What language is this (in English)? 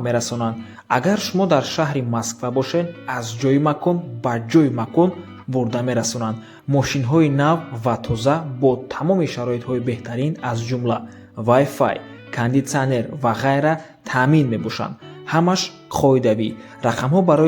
Tajik